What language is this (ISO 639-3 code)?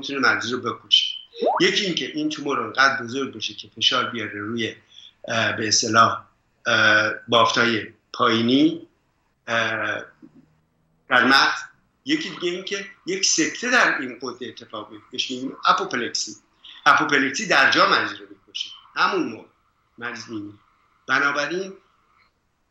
fas